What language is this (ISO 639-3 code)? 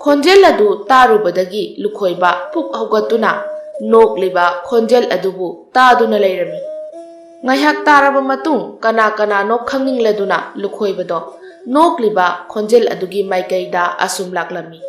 mni